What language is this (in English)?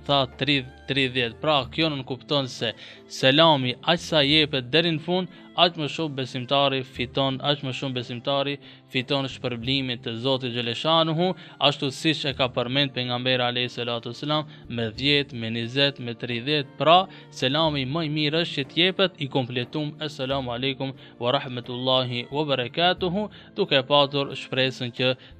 Albanian